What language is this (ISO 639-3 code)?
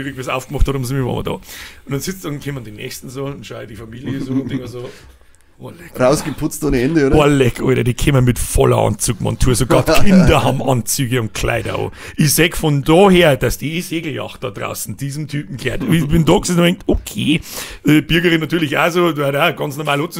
bar